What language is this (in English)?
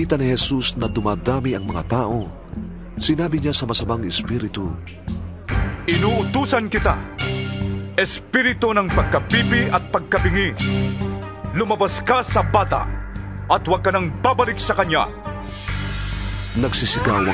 Filipino